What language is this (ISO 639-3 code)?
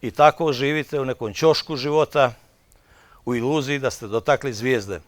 bos